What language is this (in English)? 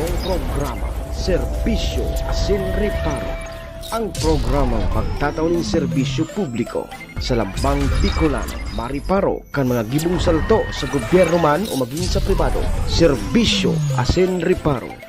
Bikol